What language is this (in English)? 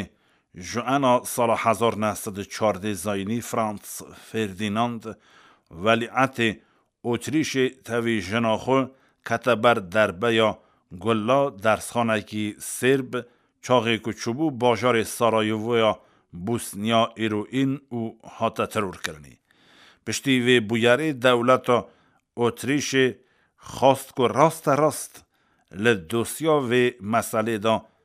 Kurdish